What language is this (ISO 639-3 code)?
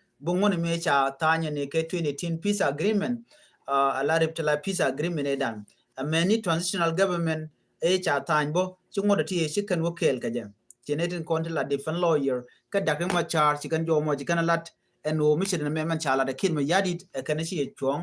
nus